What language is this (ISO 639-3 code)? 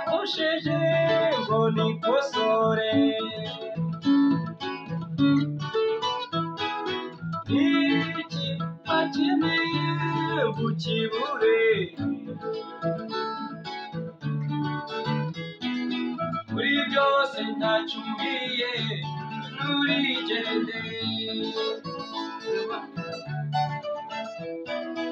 kin